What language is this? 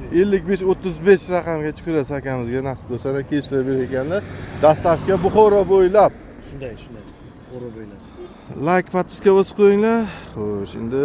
Uzbek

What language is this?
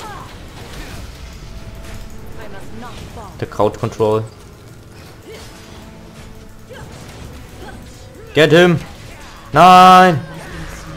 German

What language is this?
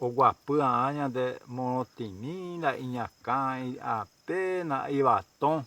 Guarani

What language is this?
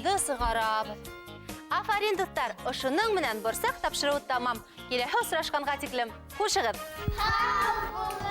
Bashkir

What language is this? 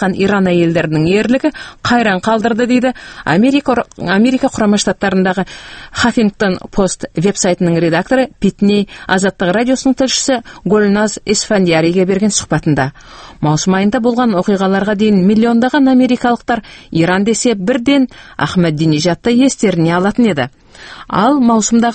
Kazakh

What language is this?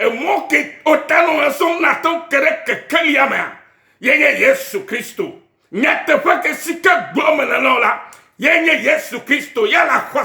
Ewe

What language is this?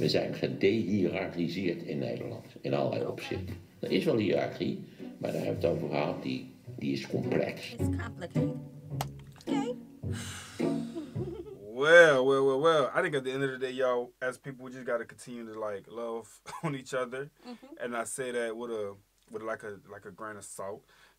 Dutch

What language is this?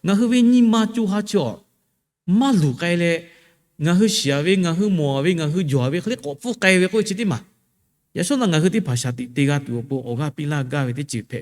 Lahu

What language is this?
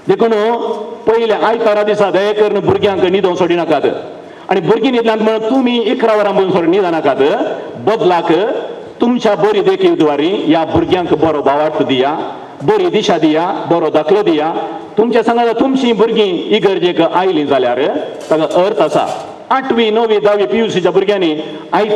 Konkani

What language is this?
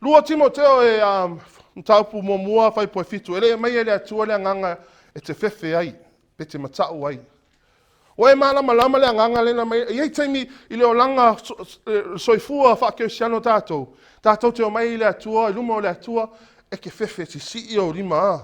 Samoan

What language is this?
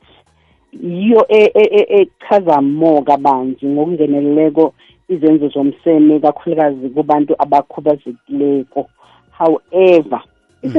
South Ndebele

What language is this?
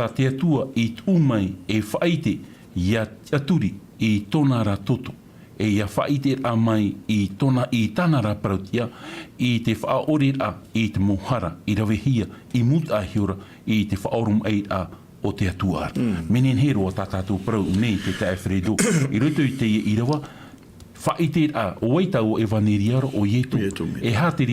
Tahitian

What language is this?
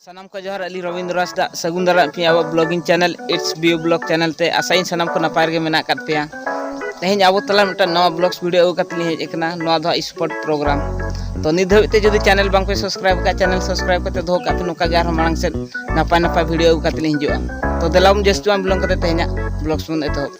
Santali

